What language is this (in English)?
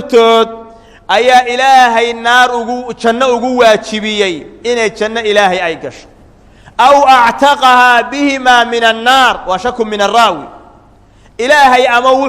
Somali